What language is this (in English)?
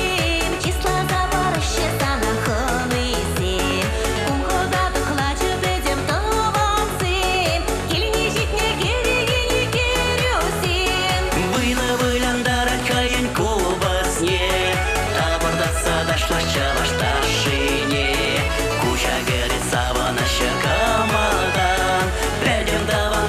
Chuvash